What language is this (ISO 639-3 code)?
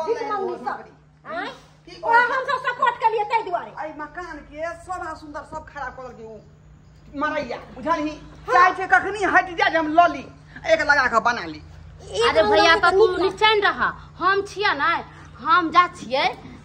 mai